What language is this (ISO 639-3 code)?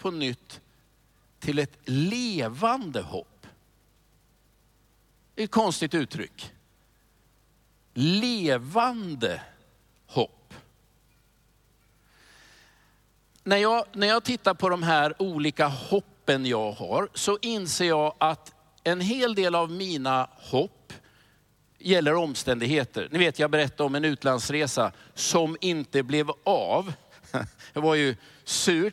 swe